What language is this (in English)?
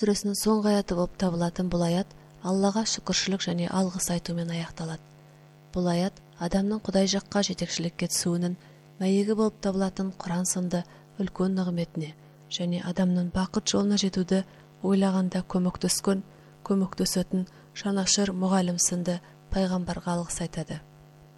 Kazakh